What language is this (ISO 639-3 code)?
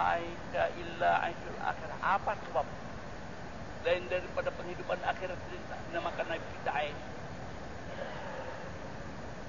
msa